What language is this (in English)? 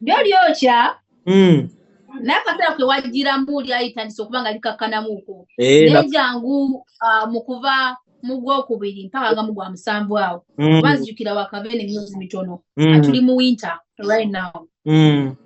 Ganda